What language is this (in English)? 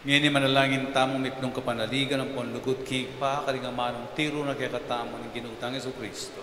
Pampanga